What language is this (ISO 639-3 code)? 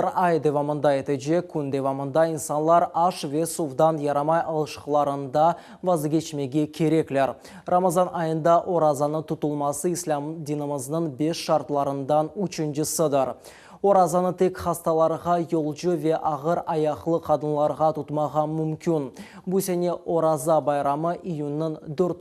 crh